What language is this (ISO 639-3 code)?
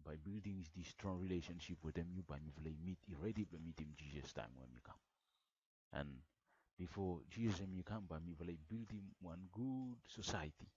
bis